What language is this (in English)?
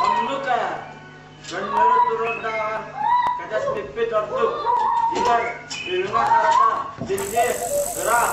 Yakut